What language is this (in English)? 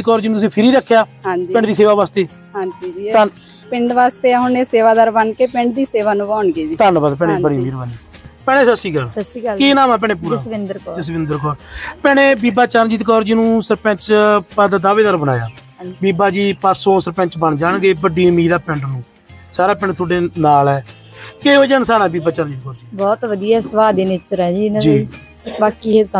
Punjabi